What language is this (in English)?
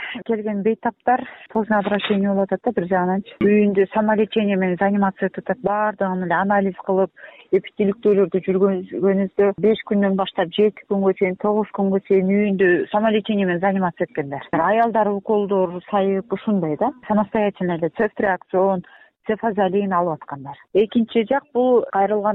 Kyrgyz